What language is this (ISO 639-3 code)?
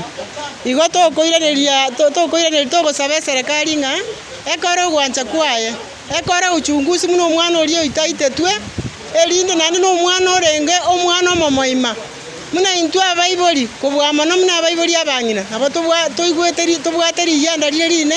guz